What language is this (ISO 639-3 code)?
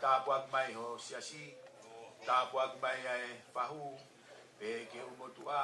ton